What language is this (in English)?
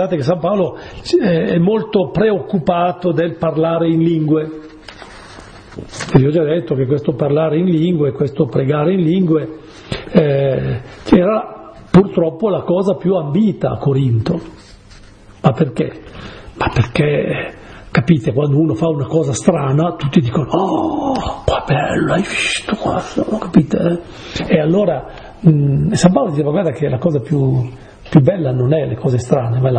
Italian